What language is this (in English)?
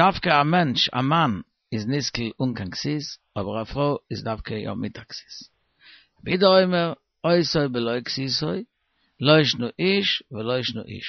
Yiddish